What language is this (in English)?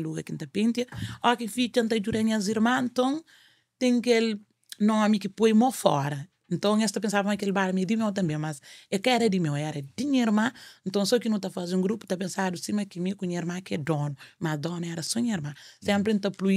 Kabuverdianu